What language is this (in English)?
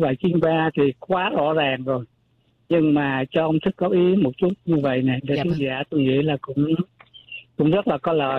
Vietnamese